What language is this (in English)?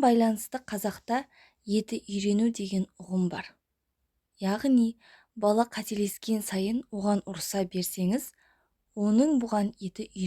Kazakh